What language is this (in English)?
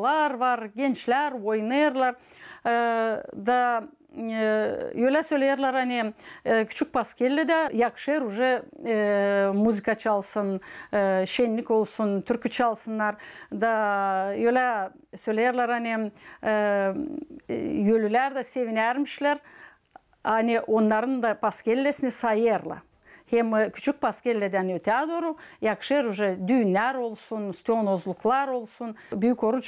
Gagauz